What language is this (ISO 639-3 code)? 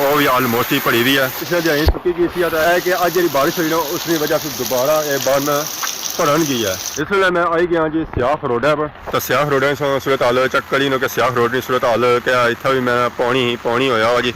phr